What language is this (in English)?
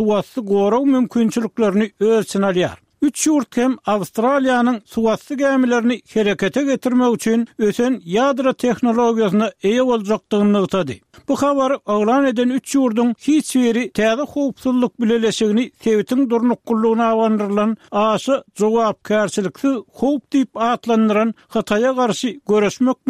Turkmen